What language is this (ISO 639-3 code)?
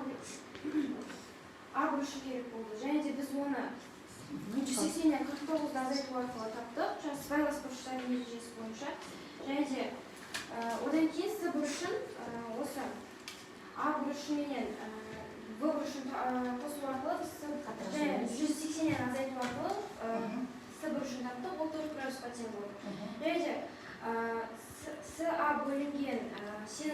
kaz